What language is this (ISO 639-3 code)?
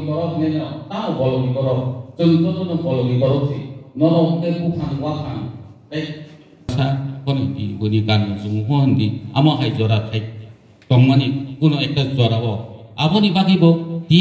trp